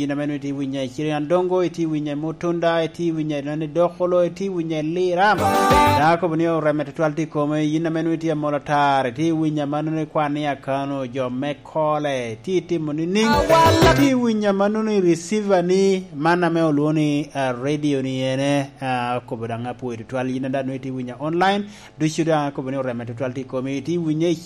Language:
Lango (Uganda)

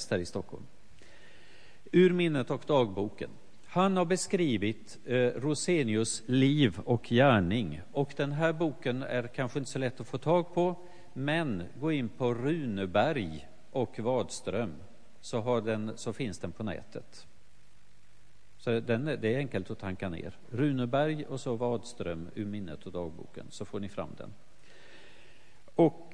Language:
Swedish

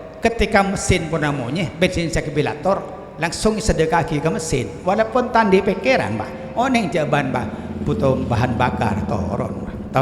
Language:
Madurese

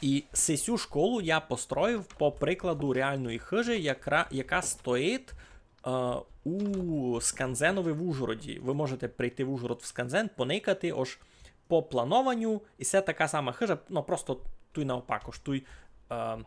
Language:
Rusyn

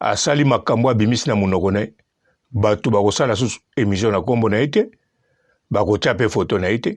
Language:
Lingala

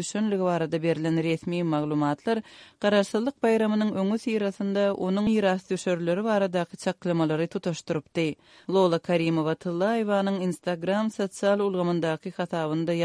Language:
Turkmen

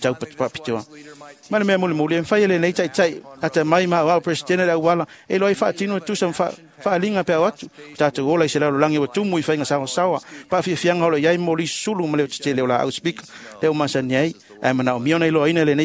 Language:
Samoan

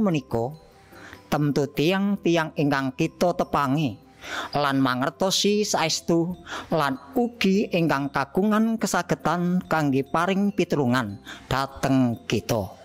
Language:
Javanese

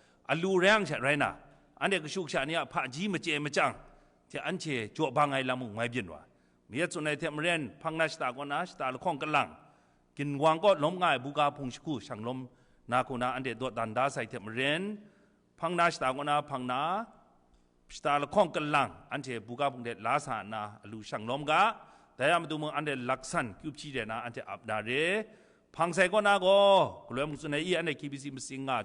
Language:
Kachin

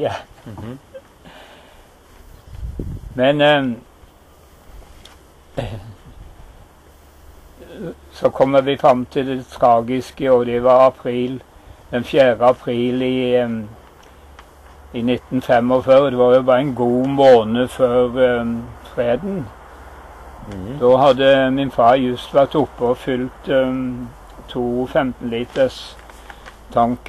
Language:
Norwegian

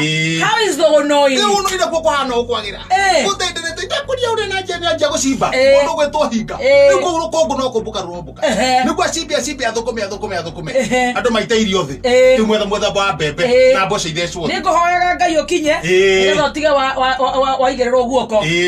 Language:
Kikuyu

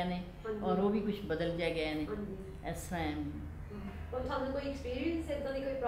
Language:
Punjabi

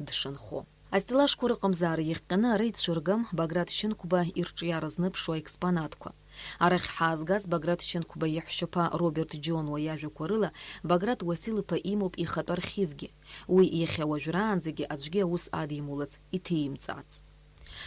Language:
Abkhazian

